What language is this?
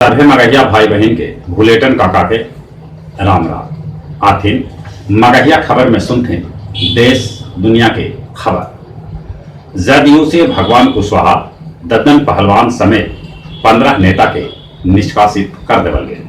Magahi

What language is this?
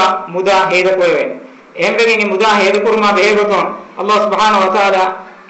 Divehi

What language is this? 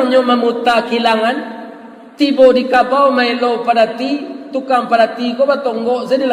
Minangkabau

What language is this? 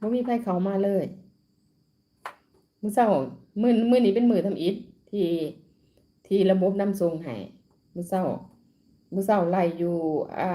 Lao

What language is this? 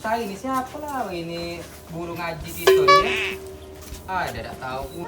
Musi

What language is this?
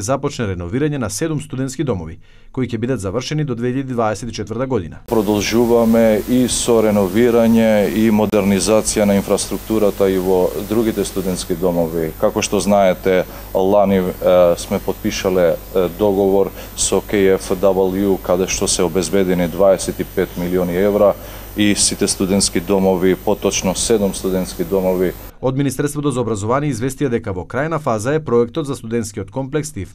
Macedonian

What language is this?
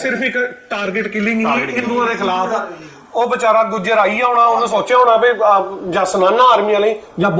Dogri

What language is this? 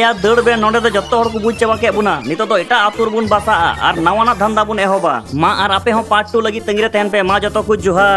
Santali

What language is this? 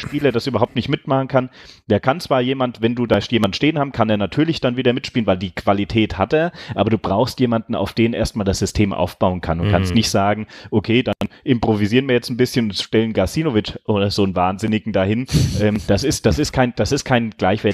German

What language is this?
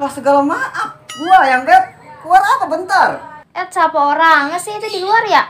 Betawi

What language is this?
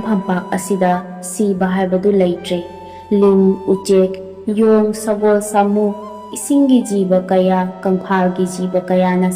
Manipuri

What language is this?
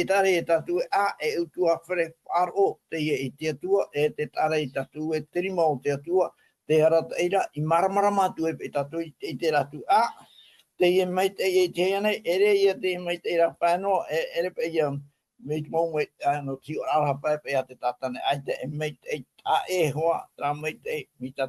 Tahitian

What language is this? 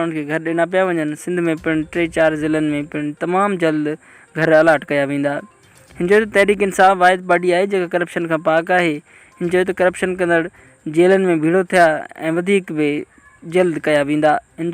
Sindhi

